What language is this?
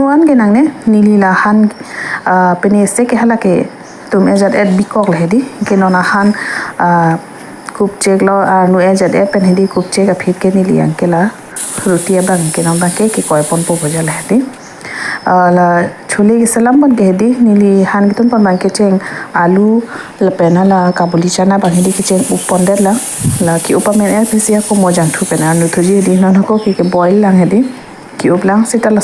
Karbi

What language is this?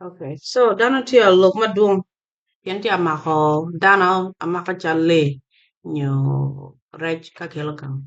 Acoli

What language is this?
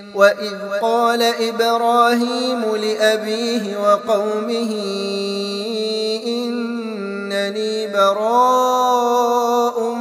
Arabic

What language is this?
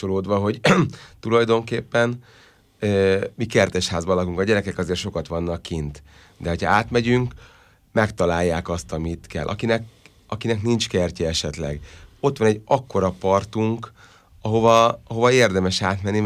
Hungarian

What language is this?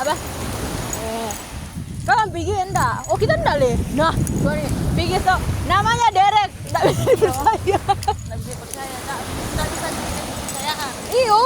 Manado Malay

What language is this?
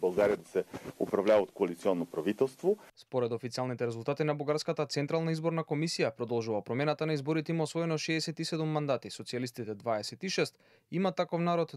Macedonian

